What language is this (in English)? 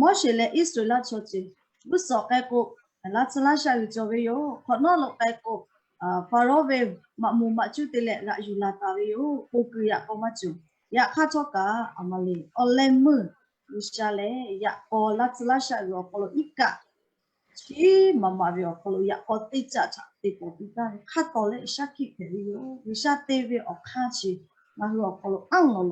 Lahu